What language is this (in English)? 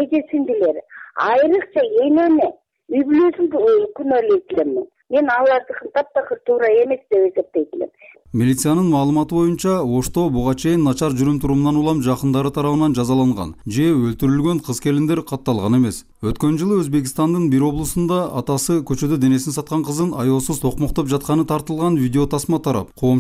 Kyrgyz